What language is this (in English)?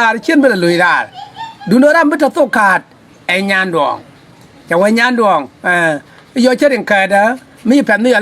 Nuer